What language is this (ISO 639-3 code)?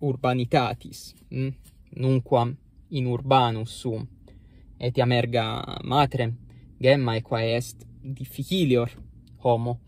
lat